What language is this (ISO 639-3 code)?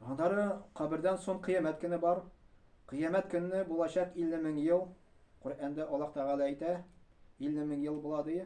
tat